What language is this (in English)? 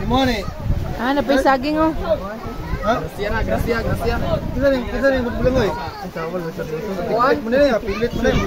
Cebuano